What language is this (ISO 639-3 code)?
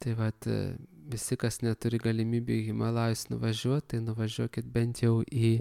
lit